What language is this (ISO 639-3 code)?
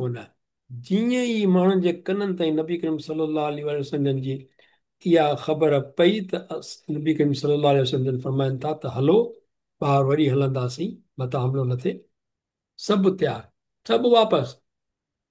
snd